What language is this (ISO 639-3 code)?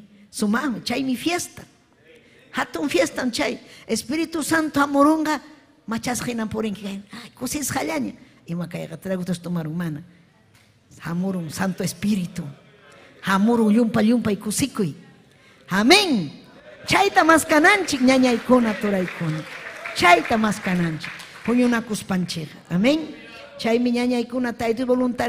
quy